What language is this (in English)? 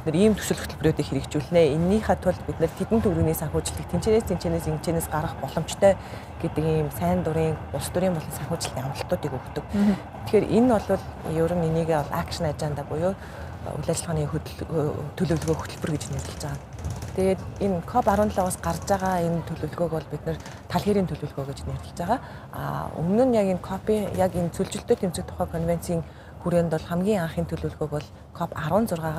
Mongolian